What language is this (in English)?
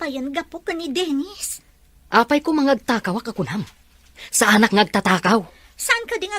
Iloko